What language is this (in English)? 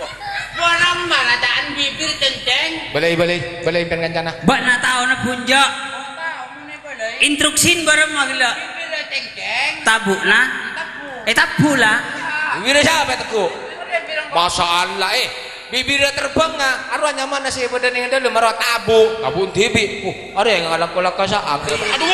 Madurese